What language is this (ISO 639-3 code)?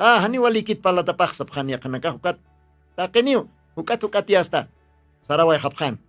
aym